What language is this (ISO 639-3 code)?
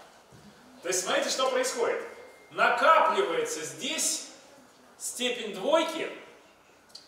rus